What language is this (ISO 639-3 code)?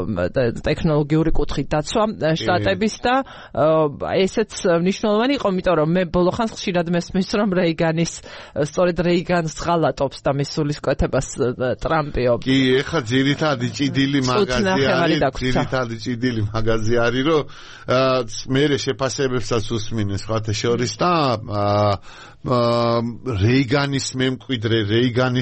kat